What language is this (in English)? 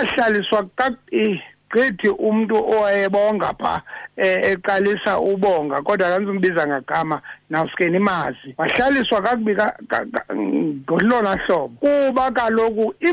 Xhosa